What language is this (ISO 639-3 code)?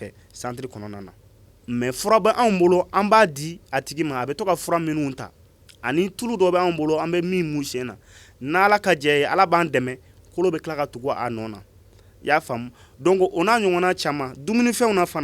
bam